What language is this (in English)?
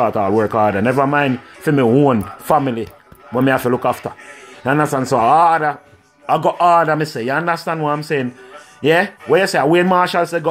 Jamaican Creole English